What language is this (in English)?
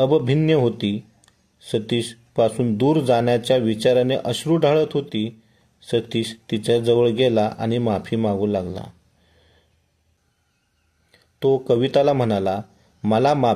Marathi